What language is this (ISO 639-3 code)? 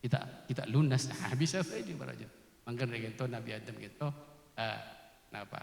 mad